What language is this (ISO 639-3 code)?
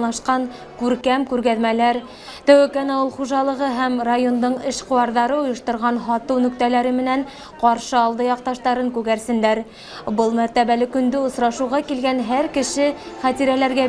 bak